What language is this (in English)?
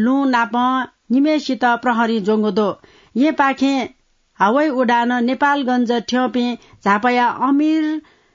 Newari